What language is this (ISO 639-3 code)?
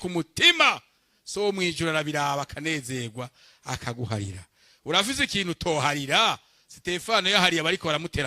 run